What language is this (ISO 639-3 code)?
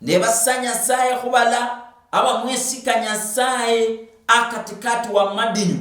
luy